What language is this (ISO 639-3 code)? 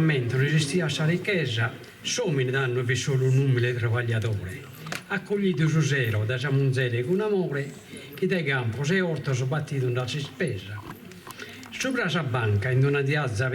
srd